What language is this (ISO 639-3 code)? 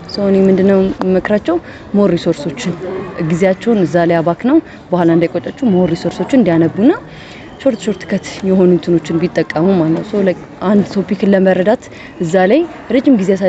amh